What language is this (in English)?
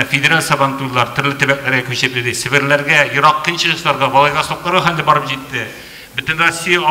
Tatar